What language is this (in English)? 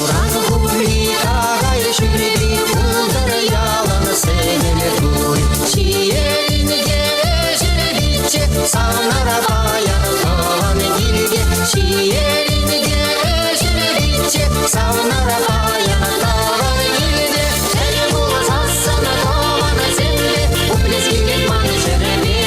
Chuvash